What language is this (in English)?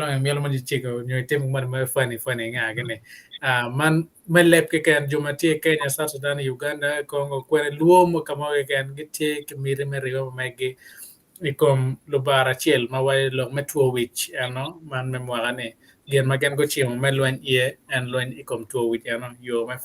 Acoli